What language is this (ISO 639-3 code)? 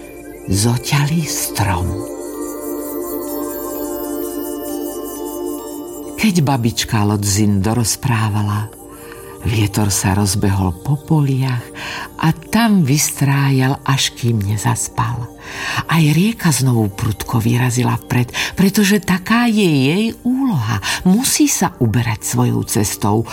slk